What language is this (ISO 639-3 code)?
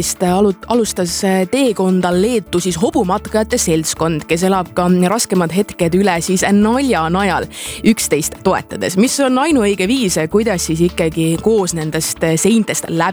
est